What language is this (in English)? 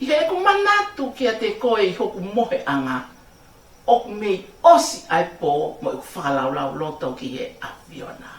Tongan